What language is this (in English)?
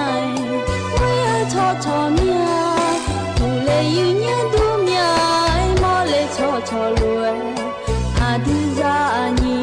Akha